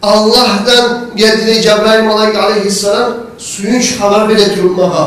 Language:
Kumyk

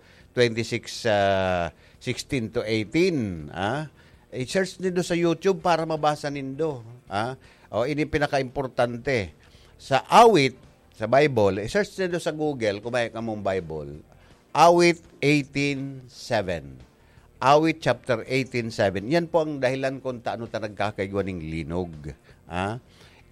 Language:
Bikol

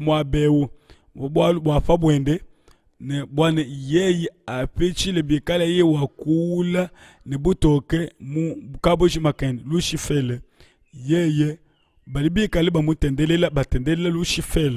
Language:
Luba-Lulua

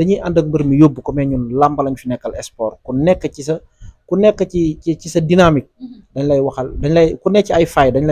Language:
Wolof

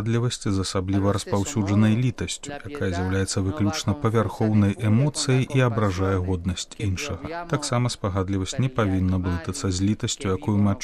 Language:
Belarusian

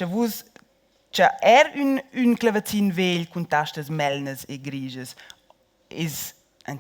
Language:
Romansh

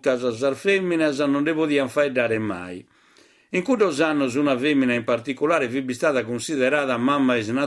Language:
Sardinian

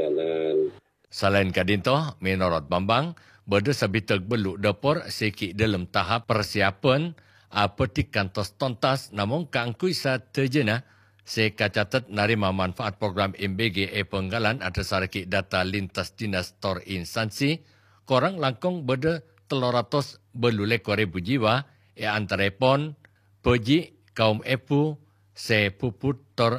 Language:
Madurese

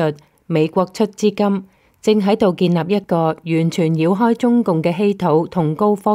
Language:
Cantonese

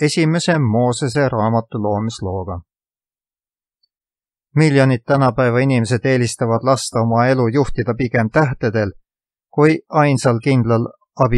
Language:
Estonian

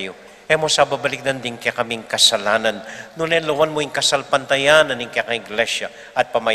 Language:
Pampanga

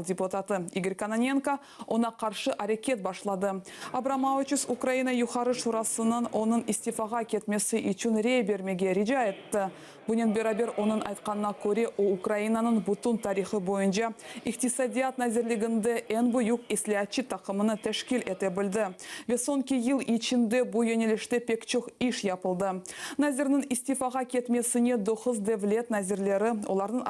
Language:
Crimean Tatar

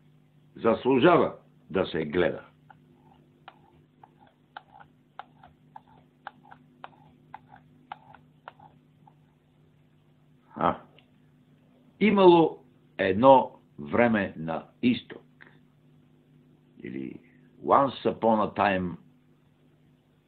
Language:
Bulgarian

